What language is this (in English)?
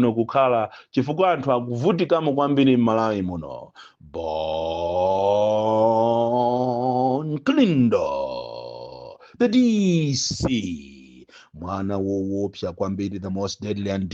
Nyanja